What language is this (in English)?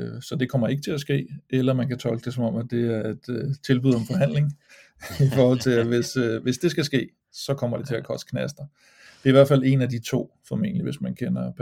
Danish